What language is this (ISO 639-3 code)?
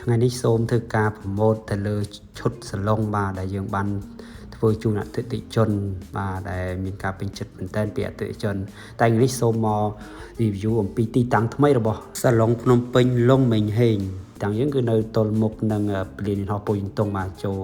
khm